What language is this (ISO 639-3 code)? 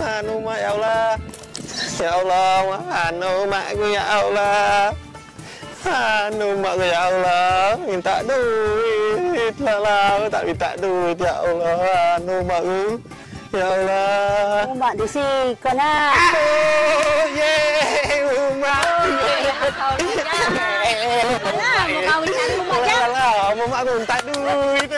mui